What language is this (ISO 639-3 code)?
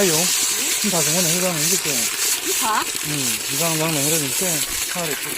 ria